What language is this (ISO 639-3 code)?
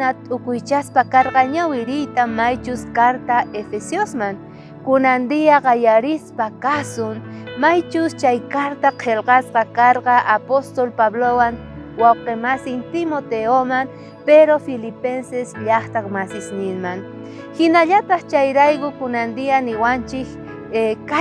quh